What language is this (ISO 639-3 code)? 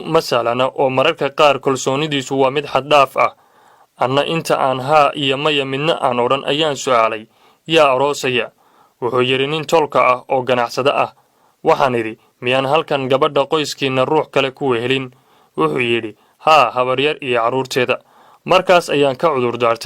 som